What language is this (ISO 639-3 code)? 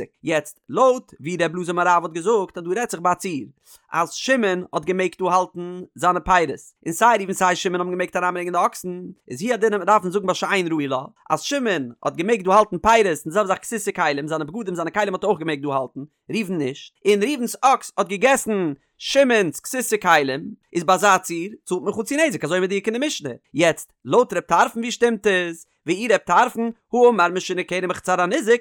yid